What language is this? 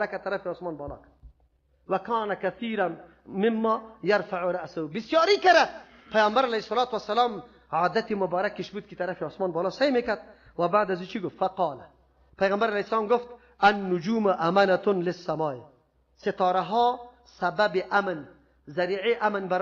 Persian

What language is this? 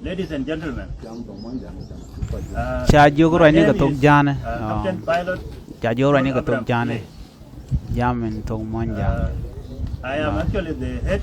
Nuer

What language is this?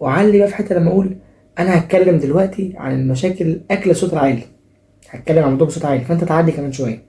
Egyptian Arabic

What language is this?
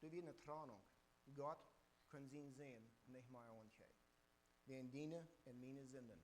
Plautdietsch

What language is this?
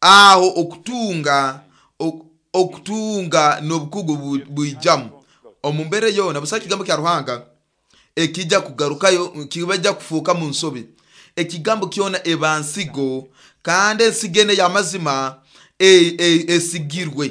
Nyoro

